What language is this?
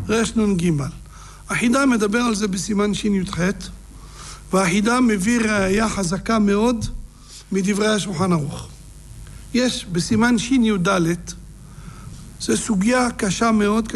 Hebrew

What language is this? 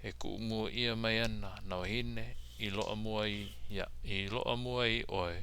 Hawaiian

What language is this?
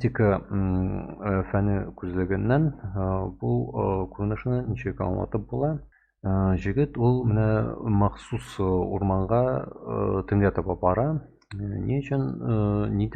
Tatar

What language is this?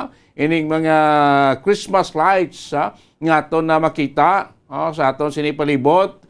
Hiligaynon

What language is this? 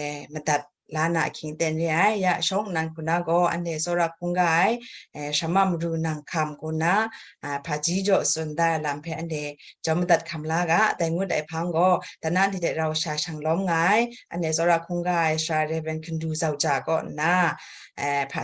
Kachin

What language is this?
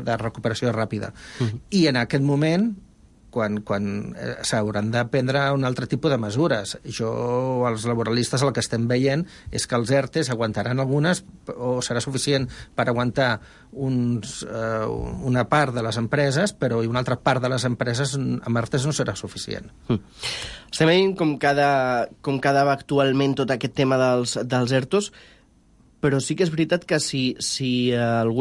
Catalan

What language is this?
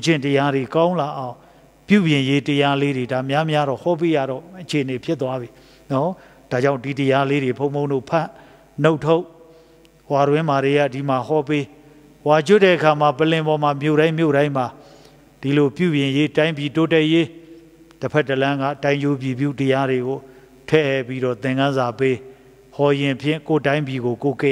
Burmese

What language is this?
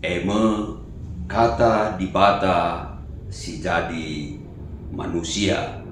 Batak Karo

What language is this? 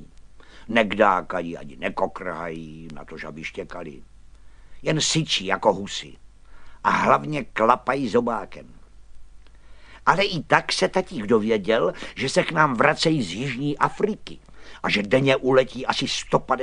Czech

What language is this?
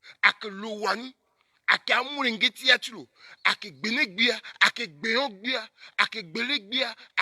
Sango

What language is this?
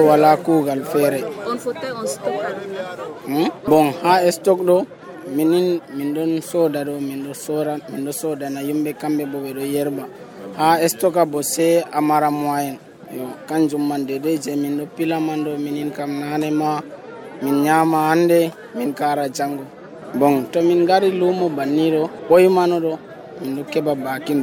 Nigerian Fulfulde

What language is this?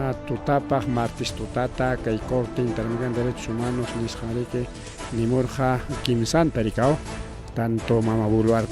Ayacucho Quechua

